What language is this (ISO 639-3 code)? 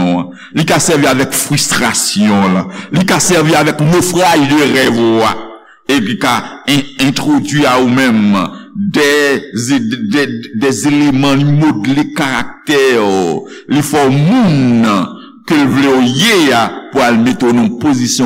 hat